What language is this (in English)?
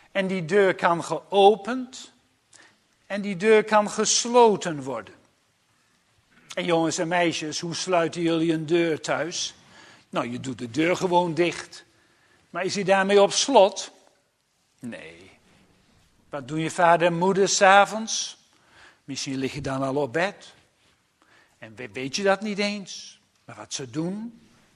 Dutch